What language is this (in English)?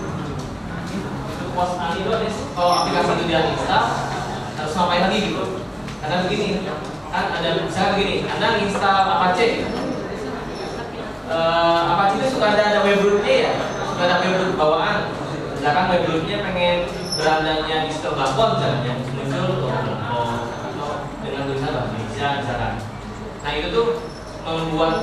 Indonesian